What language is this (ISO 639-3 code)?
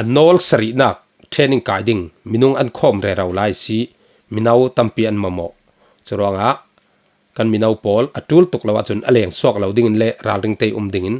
cfm